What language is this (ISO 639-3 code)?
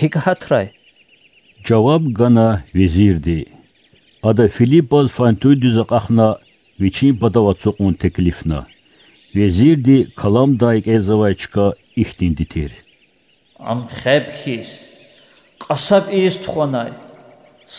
lez